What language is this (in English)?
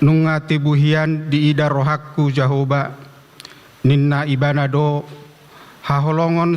Batak Toba